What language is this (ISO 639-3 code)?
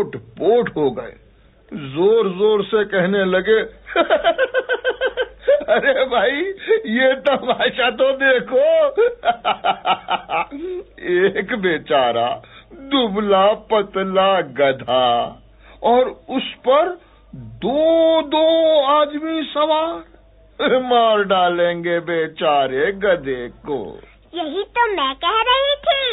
hin